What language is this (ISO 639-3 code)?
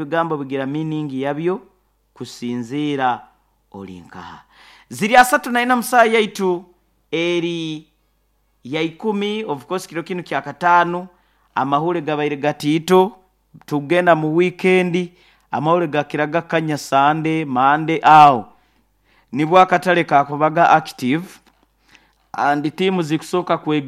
nyo